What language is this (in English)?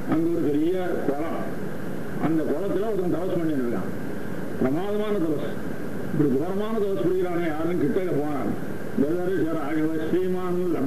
Tamil